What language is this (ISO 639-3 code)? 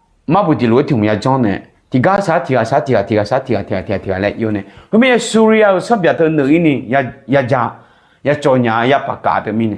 ahk